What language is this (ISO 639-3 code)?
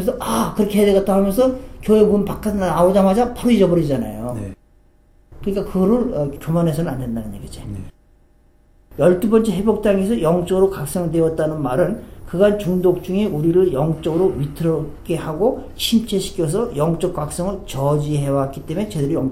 kor